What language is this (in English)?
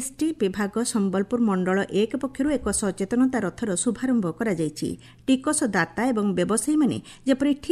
Odia